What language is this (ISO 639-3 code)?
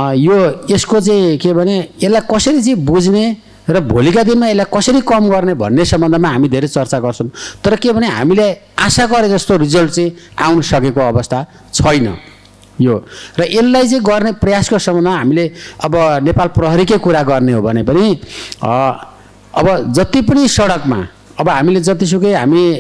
nep